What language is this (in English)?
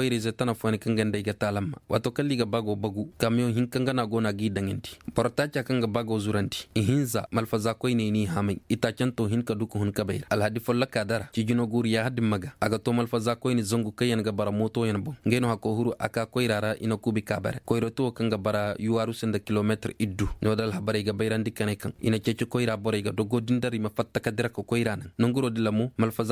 Koyraboro Senni